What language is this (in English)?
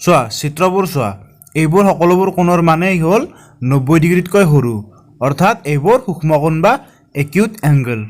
Assamese